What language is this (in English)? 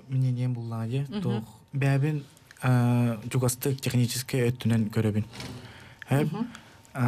Yakut